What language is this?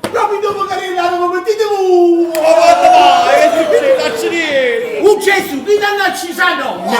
Neapolitan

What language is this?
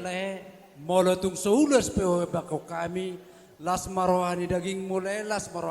Batak Toba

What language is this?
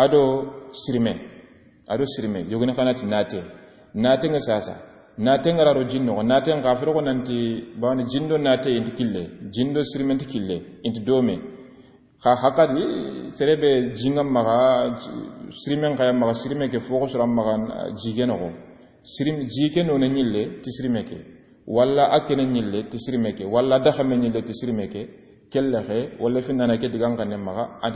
Soninke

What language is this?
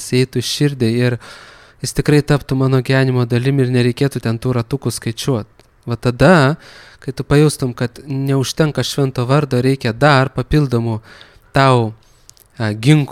Lithuanian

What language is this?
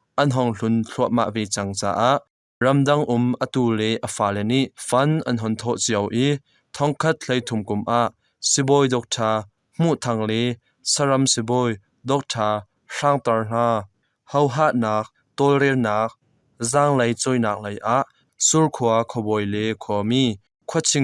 Hakha Chin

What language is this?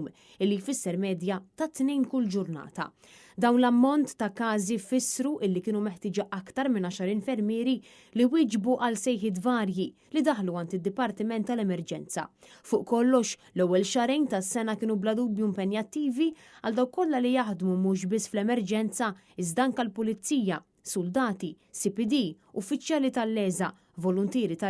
Maltese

